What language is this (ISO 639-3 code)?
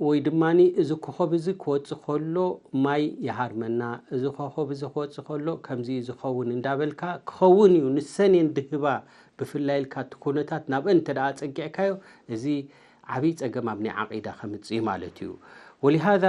tir